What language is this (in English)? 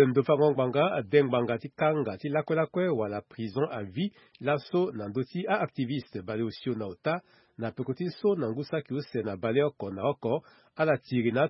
Sango